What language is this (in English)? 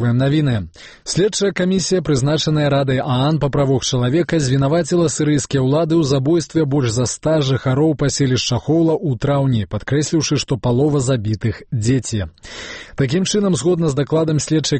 Belarusian